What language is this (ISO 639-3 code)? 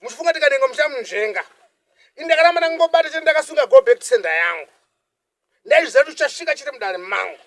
sna